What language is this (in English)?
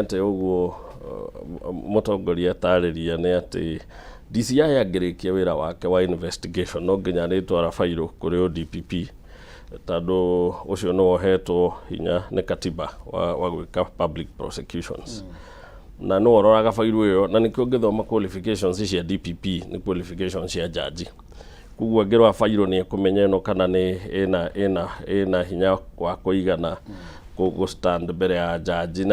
Kikuyu